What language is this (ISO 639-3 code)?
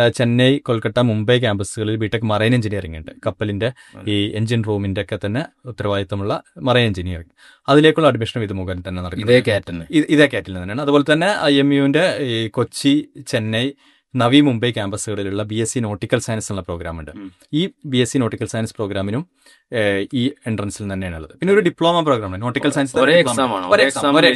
mal